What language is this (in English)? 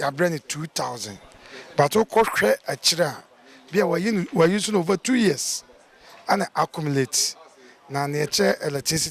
Akan